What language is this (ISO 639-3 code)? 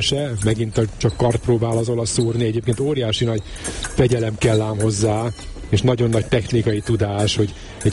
hun